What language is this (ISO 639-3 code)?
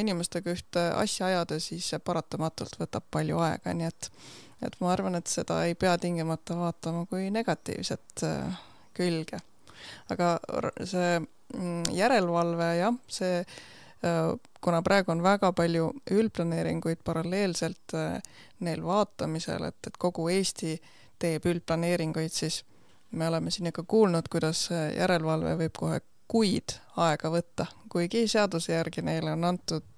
est